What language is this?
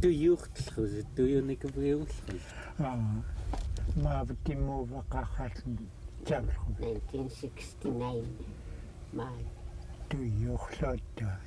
Central Yupik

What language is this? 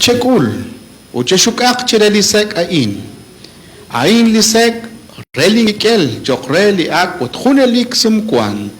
Kekchí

